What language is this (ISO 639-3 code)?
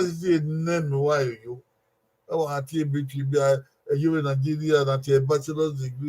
bin